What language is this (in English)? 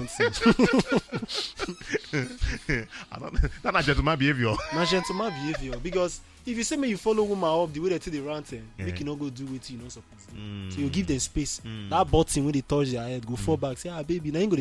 Nigerian Pidgin